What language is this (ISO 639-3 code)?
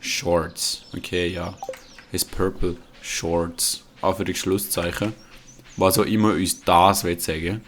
gsw